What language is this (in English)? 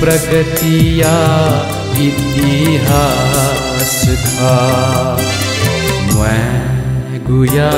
Newari